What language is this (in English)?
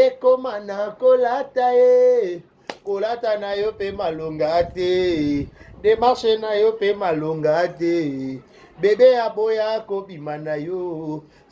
Lingala